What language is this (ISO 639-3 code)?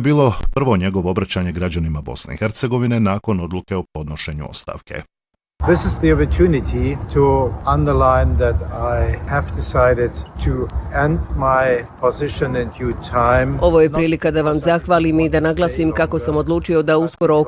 bos